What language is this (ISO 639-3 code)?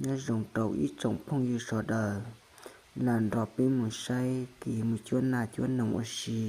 hmn